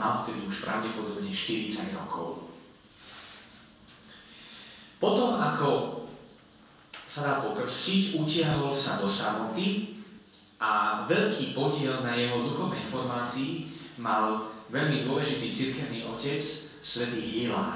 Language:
Slovak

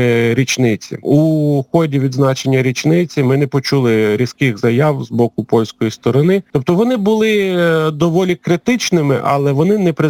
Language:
Ukrainian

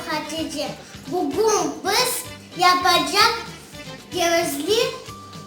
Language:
Crimean Tatar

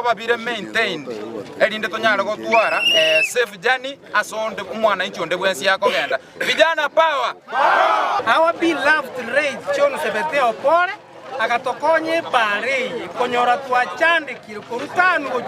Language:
Gusii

